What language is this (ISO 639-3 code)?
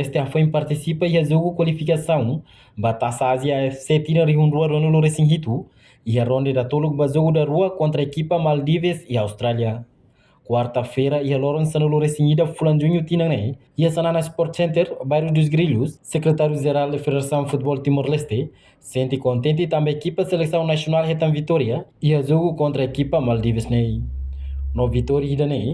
tet